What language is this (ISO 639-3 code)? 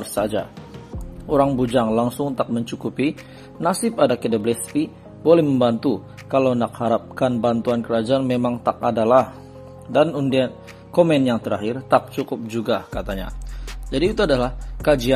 msa